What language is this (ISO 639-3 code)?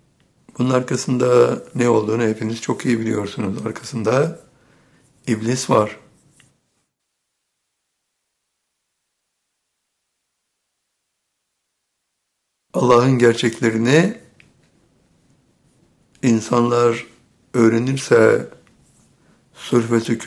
tur